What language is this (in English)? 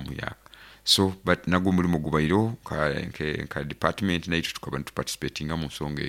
Nyoro